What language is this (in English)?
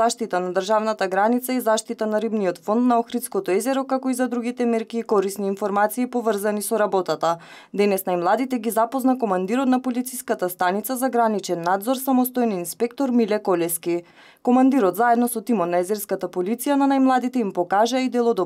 Macedonian